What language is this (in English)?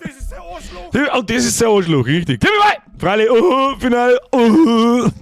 Bavarian